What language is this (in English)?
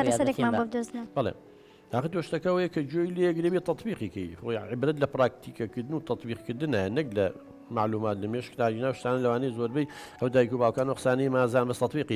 Central Kurdish